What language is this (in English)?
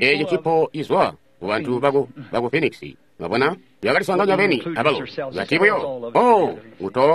Tonga (Zambia)